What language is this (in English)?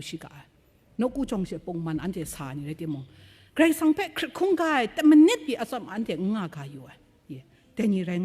Kachin